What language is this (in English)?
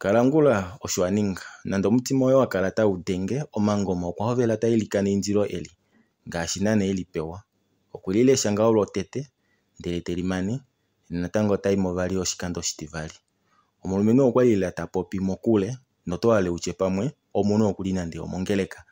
Kuanyama